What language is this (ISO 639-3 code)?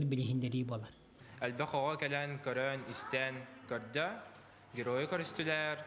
sah